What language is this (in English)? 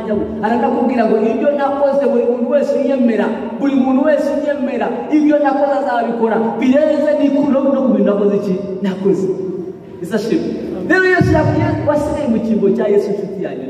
Kinyarwanda